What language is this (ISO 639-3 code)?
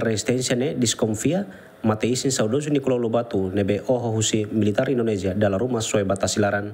tet